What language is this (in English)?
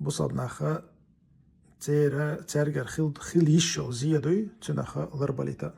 Chechen